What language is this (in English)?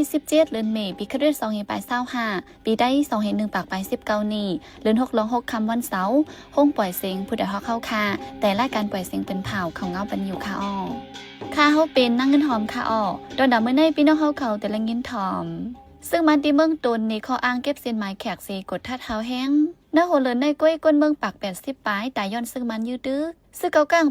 Shan